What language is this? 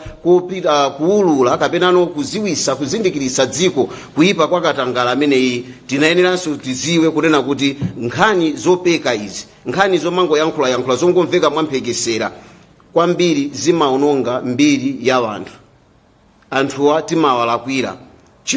Nyanja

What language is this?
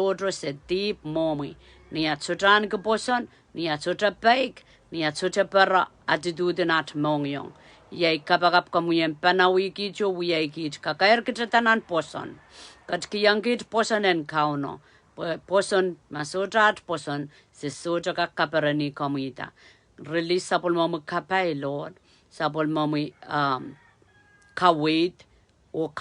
Pohnpeian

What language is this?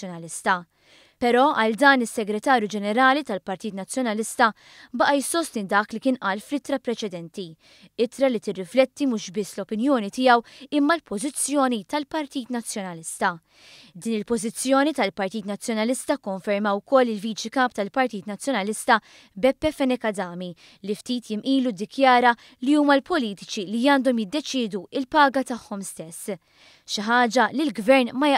Maltese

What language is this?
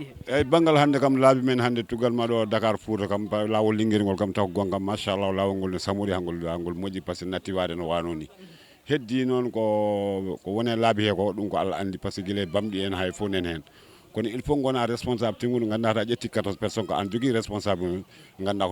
Fula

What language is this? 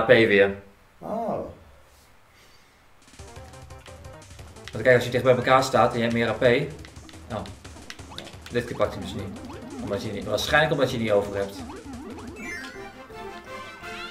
Dutch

